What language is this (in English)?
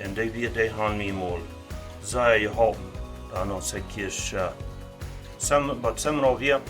Plautdietsch